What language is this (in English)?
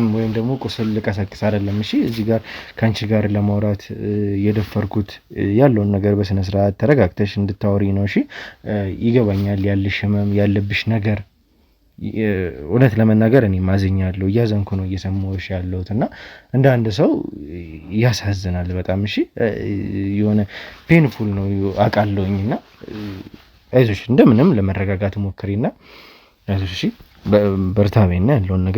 Amharic